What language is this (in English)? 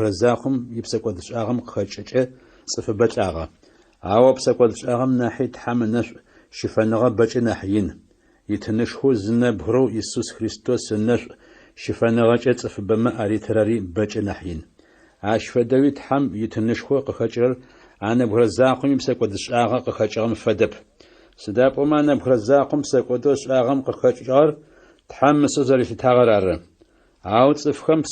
Adyghe